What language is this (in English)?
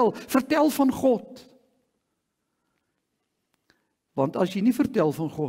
Afrikaans